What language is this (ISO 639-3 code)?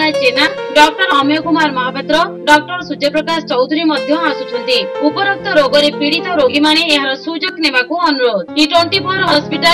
ori